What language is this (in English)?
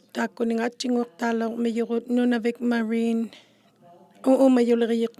Inuktitut